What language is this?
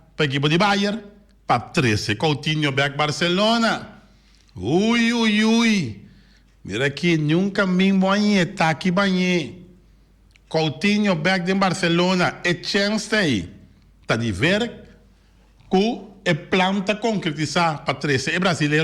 Papiamento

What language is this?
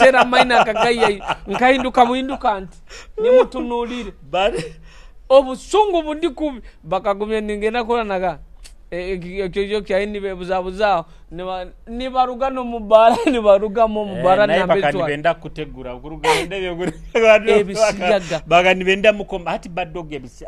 Nyoro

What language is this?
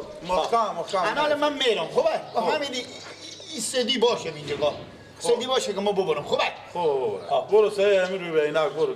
Persian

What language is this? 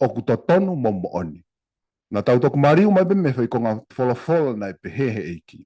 Tongan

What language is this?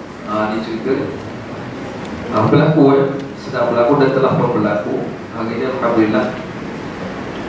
Malay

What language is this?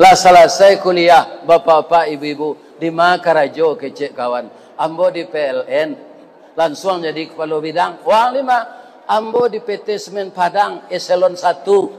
Minangkabau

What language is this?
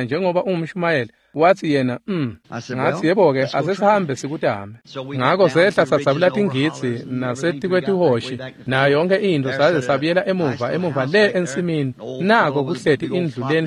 Swati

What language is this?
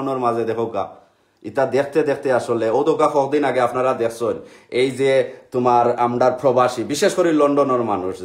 Sylheti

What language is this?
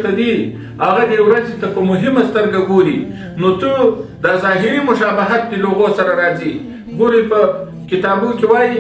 Pashto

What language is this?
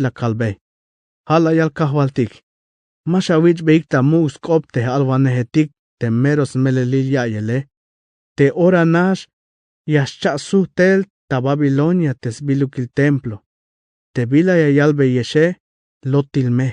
Tzeltal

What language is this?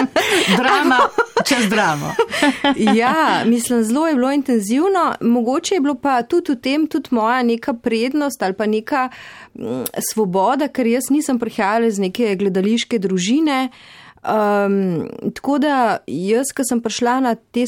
Slovenian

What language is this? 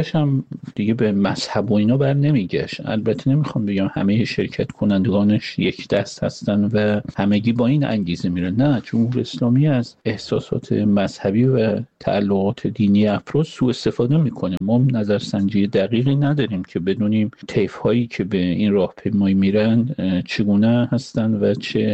Persian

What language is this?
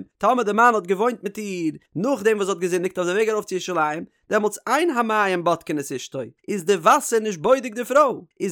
Yiddish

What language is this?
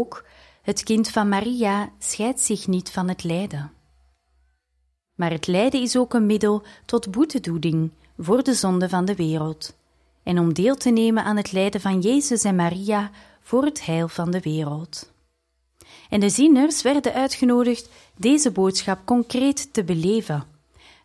Dutch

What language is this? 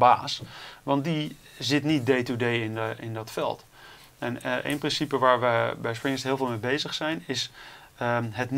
Dutch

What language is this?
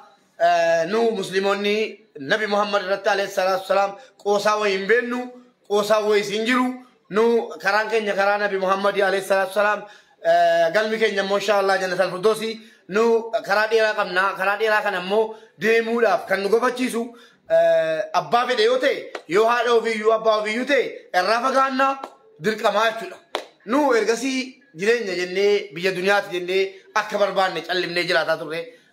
Oromo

